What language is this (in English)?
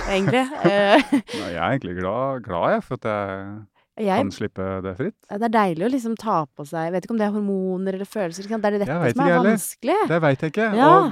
Norwegian